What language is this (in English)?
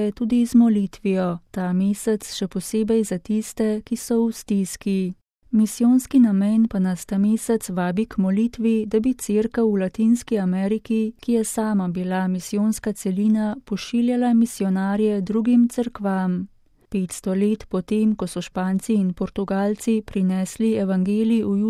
Slovenian